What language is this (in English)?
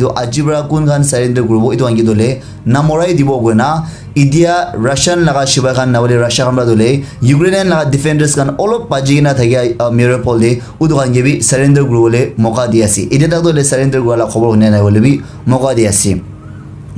Naga Pidgin